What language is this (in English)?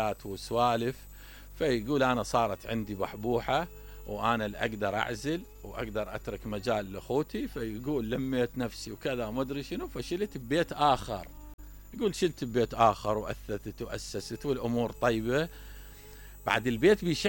Mesopotamian Arabic